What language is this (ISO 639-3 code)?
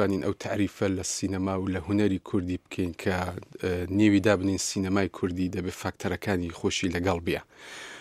ckb